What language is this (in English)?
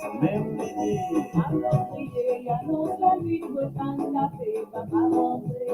Morisyen